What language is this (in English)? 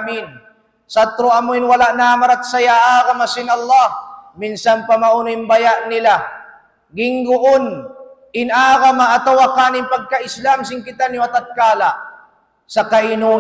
Tausug